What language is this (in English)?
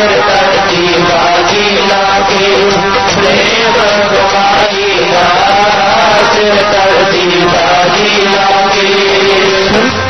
Punjabi